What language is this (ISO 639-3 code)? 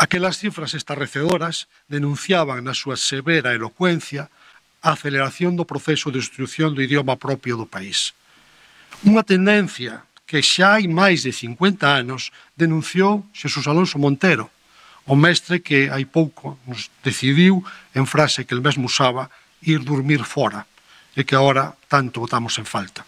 glg